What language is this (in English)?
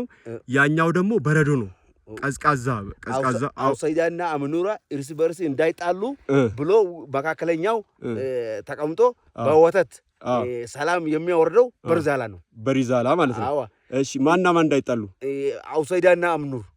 Amharic